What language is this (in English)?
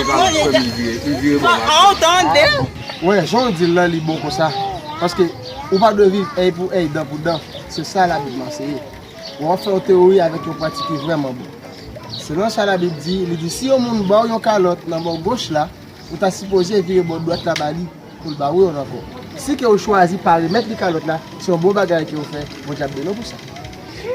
Haitian Creole